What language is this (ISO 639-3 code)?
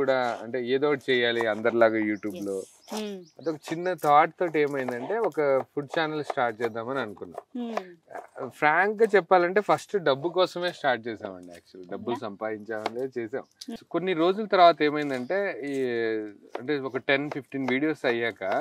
tel